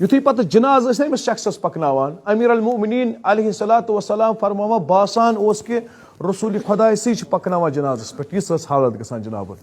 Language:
Kashmiri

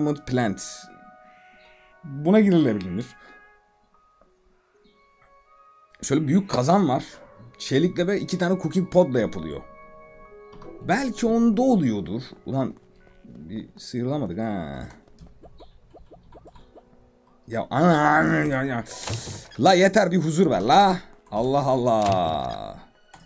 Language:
Turkish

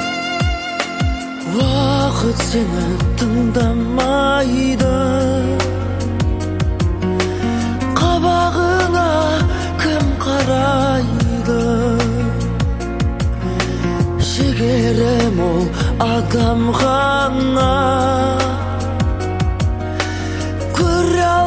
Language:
Kazakh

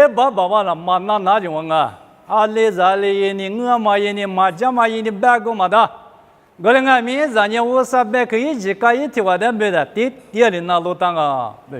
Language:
Lisu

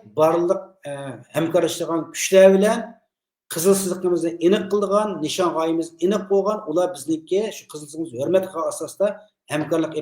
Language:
Uyghur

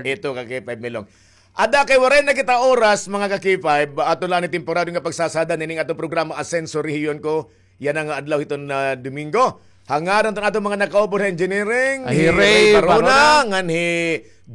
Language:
Waray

